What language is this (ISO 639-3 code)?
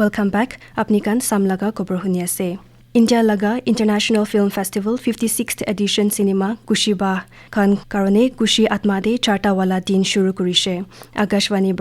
nag